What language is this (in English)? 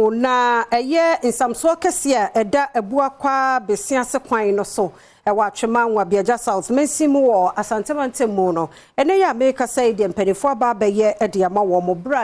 Akan